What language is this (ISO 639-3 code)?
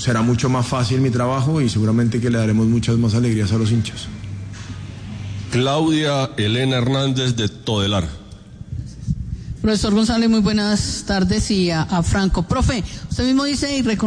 spa